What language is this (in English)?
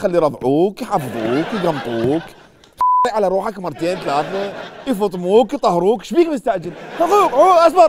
Mesopotamian Arabic